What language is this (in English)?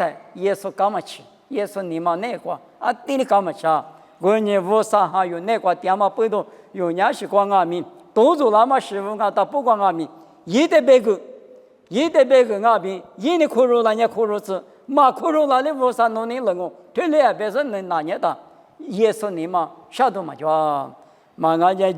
Lisu